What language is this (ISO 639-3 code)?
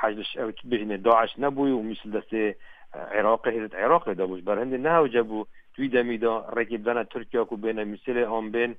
kur